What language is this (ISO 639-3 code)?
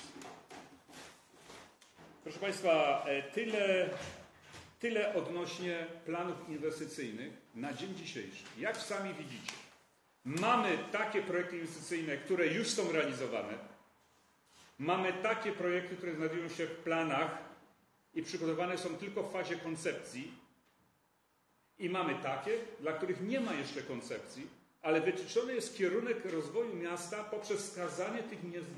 pol